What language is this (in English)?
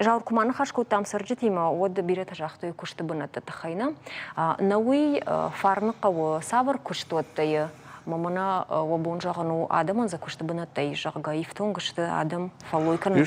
Ossetic